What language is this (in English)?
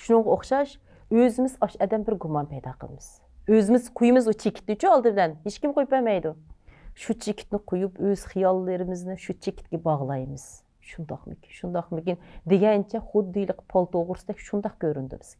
Uyghur